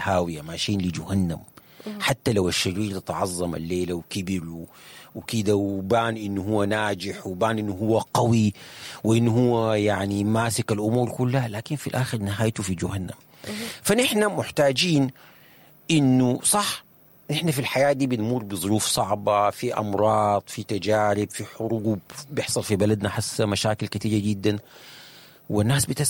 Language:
Sudanese Arabic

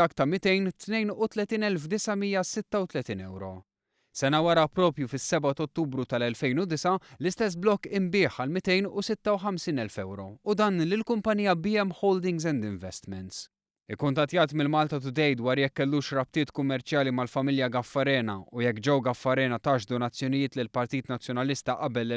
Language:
Maltese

